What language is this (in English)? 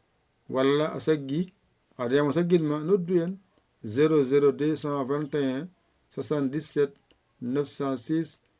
Fula